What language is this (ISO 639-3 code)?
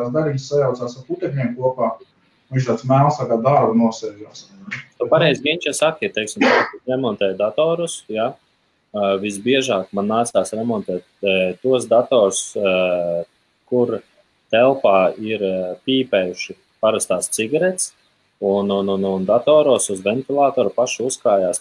lav